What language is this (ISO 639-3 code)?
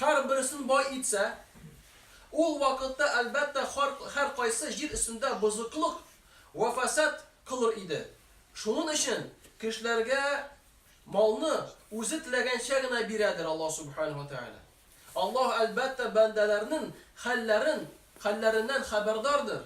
tat